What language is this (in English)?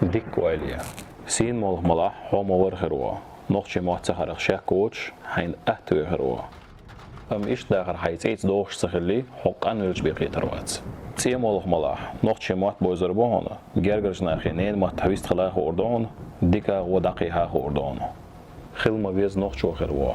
Chechen